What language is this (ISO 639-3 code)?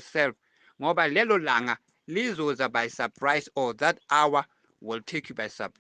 zul